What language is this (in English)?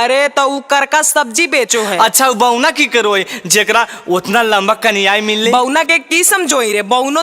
Magahi